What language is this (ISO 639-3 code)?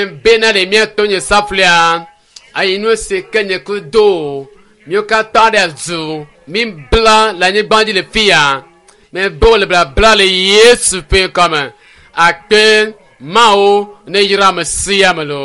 ewe